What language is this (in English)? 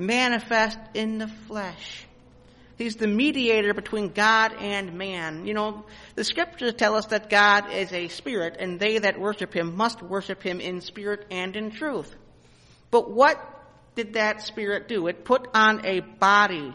English